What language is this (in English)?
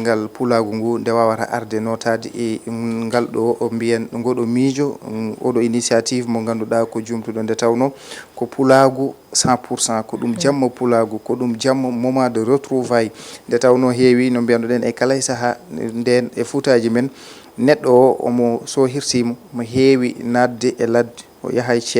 Fula